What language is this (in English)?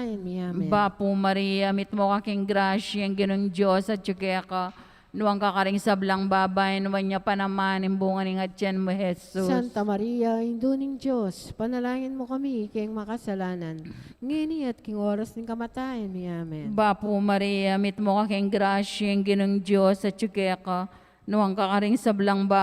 Pampanga